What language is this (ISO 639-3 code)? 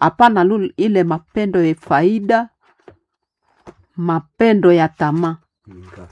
swa